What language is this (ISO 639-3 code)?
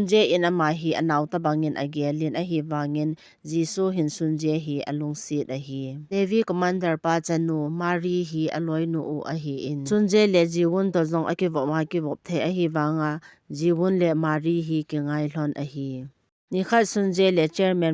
tcz